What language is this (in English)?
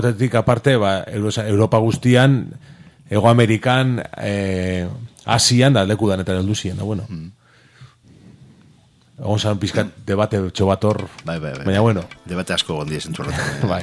Basque